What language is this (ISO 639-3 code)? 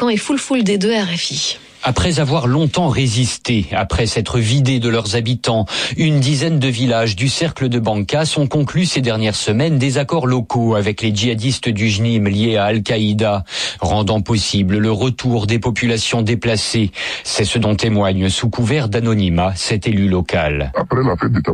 fra